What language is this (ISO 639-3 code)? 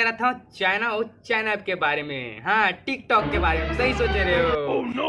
hne